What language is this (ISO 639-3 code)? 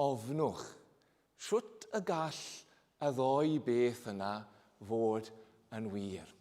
cym